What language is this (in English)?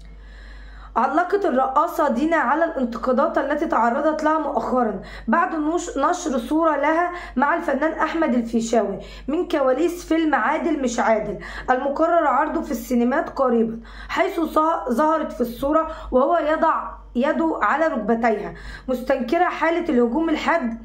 Arabic